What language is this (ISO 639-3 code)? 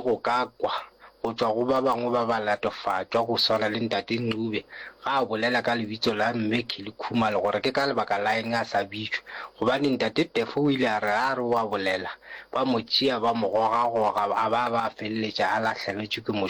nso